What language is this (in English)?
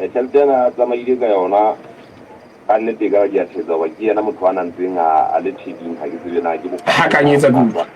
Southern Sotho